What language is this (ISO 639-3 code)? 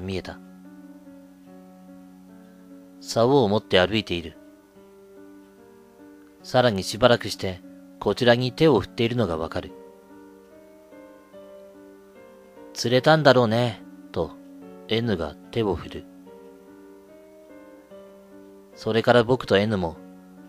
jpn